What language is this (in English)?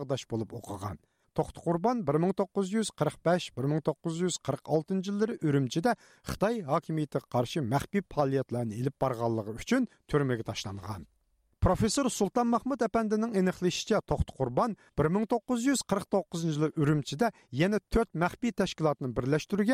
Uyghur